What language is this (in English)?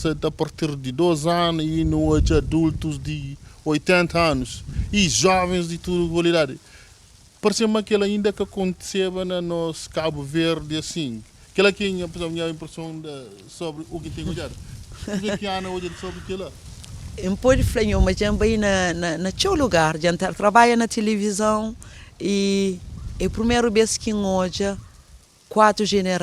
Kabuverdianu